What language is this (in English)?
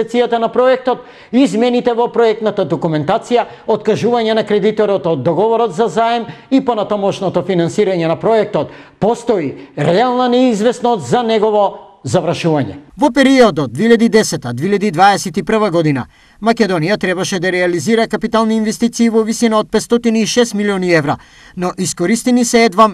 Macedonian